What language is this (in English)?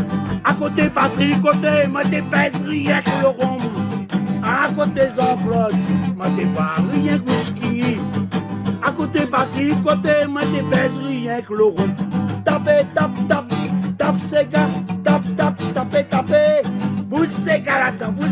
Réunion Creole French